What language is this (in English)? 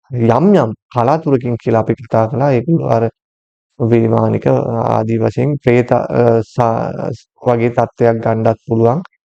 Sinhala